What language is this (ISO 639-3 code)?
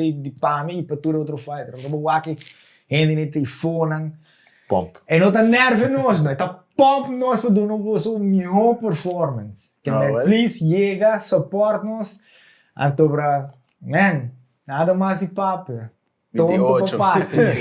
pap